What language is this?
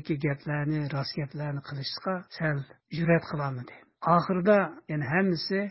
Uyghur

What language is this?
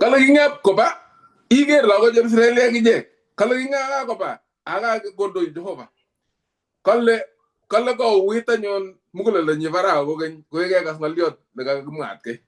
Kalenjin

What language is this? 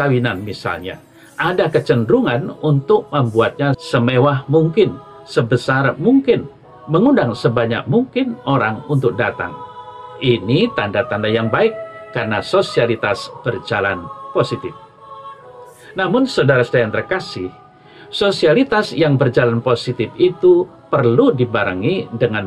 Indonesian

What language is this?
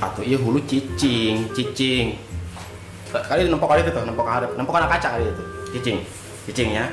Betawi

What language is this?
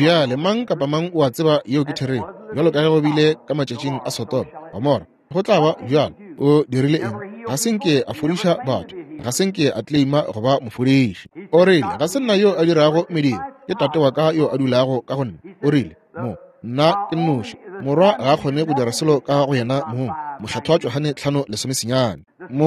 Northern Sotho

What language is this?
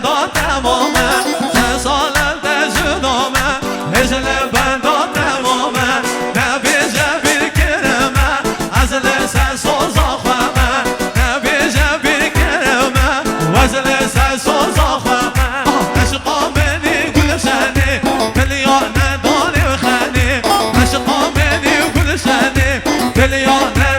Kurdish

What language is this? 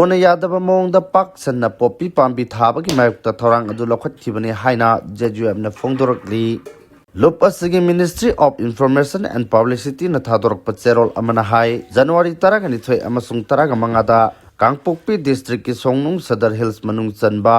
Manipuri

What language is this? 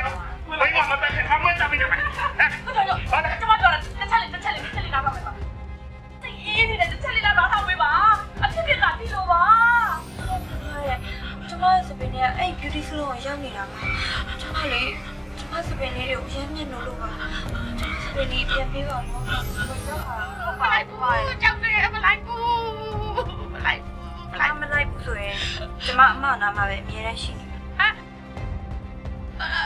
Burmese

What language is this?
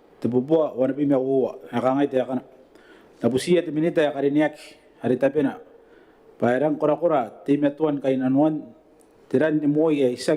Gilbertese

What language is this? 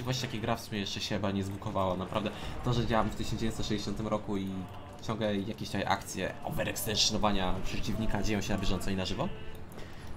Polish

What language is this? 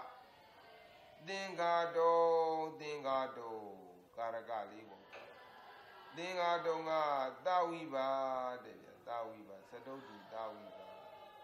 Burmese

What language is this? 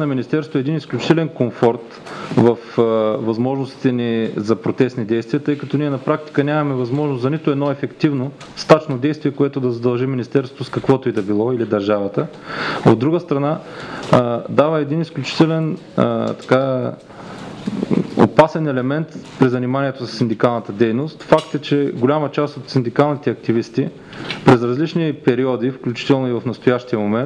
Bulgarian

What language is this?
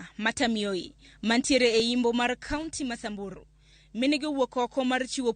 Luo (Kenya and Tanzania)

